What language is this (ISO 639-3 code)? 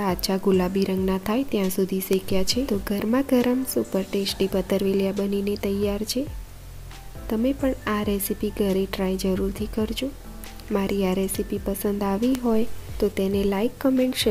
guj